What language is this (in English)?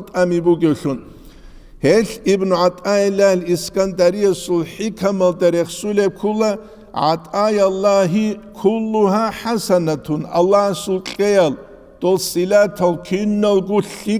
Avaric